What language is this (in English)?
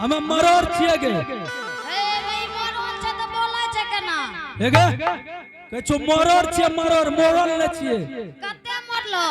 Angika